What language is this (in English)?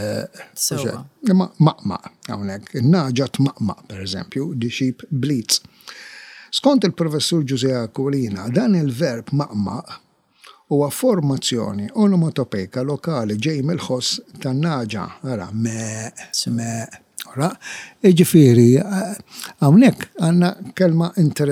Maltese